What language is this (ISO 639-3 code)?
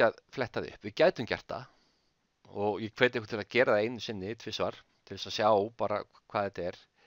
isl